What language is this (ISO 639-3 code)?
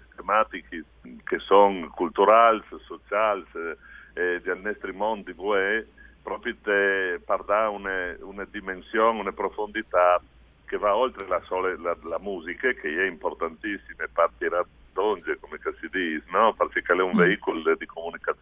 fur